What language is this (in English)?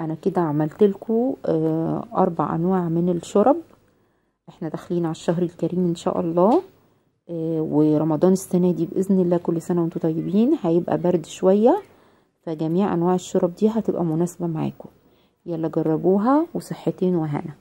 Egyptian Arabic